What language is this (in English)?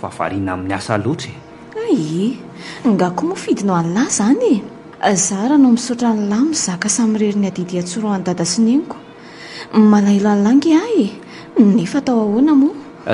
Malagasy